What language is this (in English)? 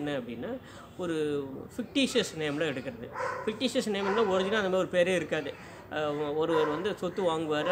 Tamil